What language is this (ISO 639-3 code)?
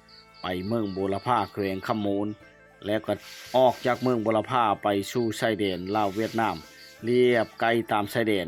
lao